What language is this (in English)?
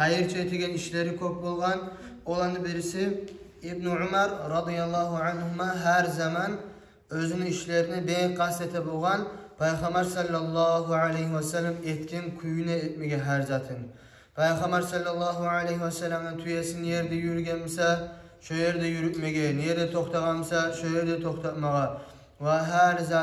Kumyk